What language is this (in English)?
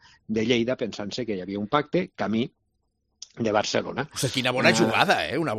Catalan